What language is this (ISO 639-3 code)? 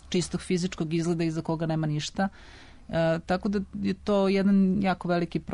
srp